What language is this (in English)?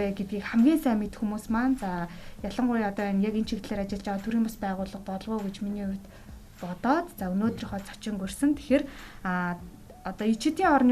Mongolian